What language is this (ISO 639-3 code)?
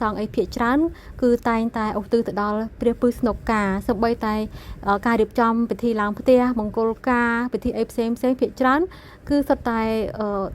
khm